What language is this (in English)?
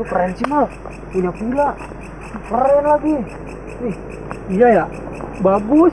Betawi